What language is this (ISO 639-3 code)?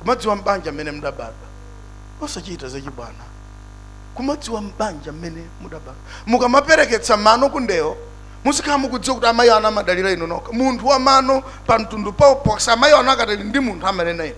nya